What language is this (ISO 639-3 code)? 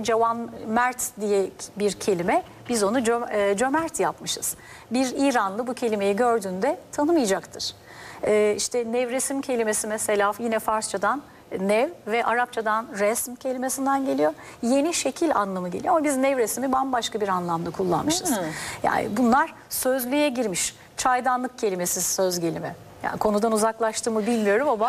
tur